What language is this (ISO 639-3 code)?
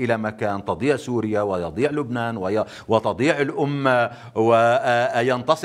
apc